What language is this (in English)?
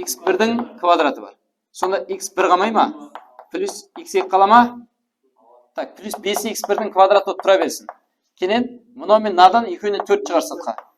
Kara-Kalpak